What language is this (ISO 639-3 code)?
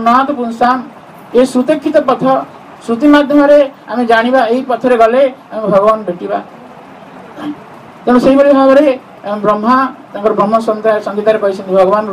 ori